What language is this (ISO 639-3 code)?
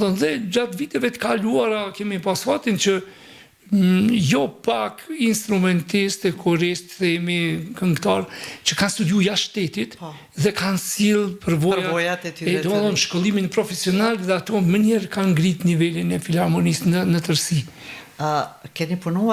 sqi